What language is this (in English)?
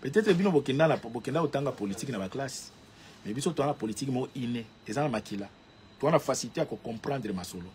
Lingala